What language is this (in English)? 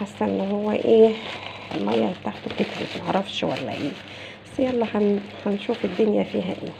Egyptian Arabic